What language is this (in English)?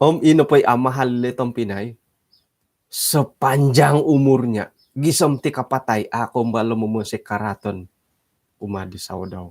Central Dusun